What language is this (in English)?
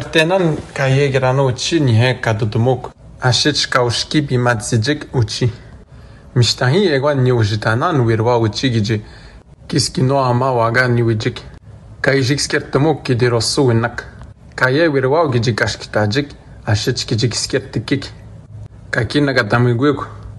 Atikamekw